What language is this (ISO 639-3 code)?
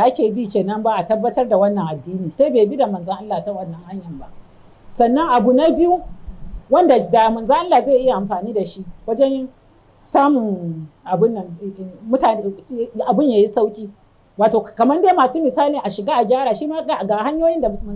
hau